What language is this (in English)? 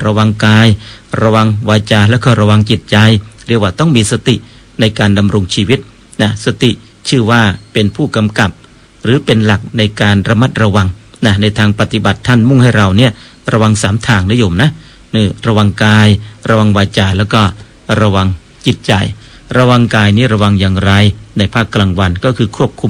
Thai